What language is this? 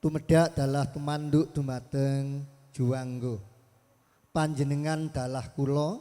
Javanese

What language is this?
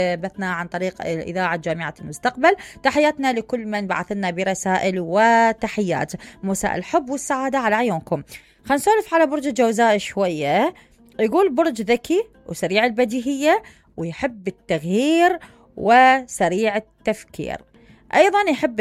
Mesopotamian Arabic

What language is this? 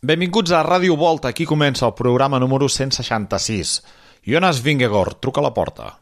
Catalan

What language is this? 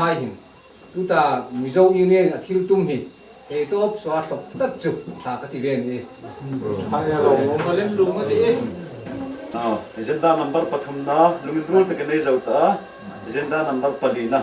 Hmar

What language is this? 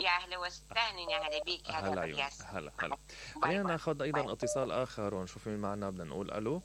Mesopotamian Arabic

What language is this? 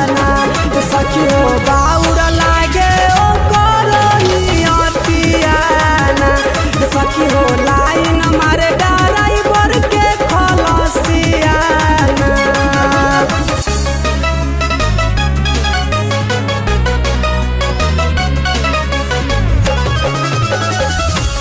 Bhojpuri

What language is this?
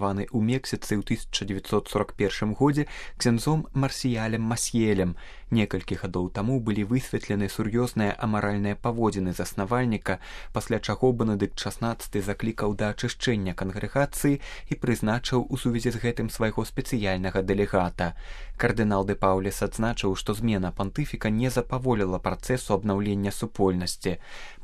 Belarusian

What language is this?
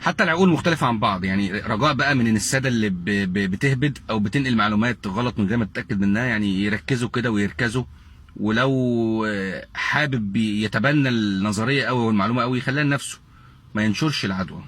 Egyptian Arabic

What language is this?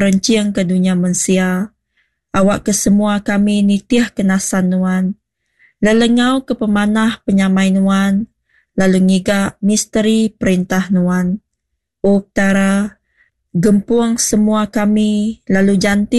Iban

